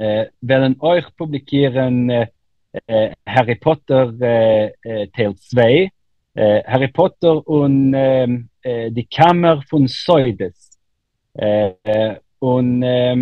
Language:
Yiddish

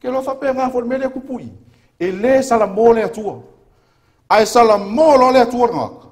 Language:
Samoan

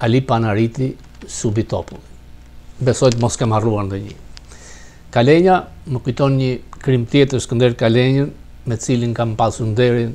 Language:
Albanian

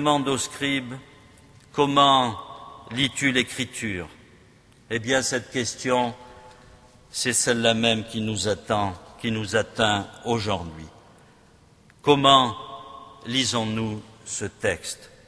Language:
French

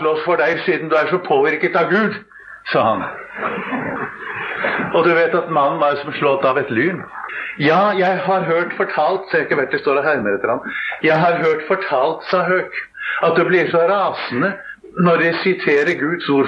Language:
Norwegian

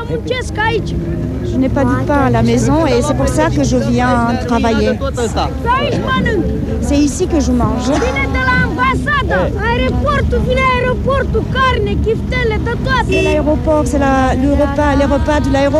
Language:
French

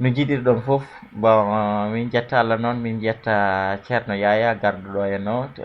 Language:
Fula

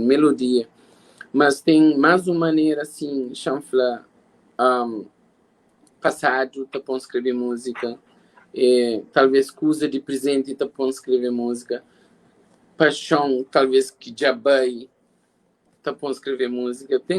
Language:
Kabuverdianu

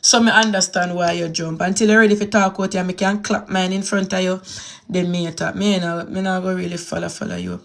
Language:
Jamaican Creole English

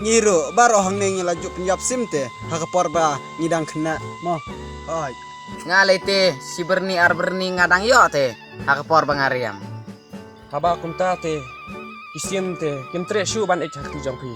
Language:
Khasi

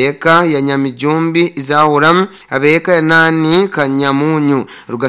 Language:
Nyoro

